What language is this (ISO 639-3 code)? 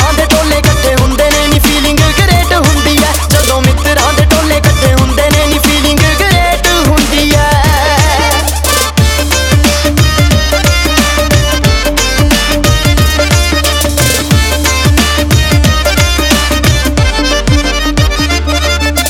pan